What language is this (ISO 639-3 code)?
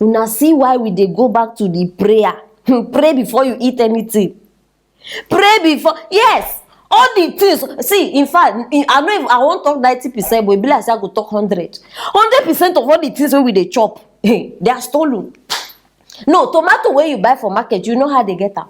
pcm